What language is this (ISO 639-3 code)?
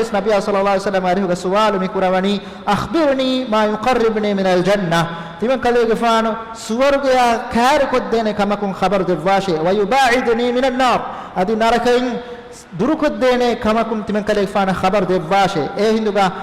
div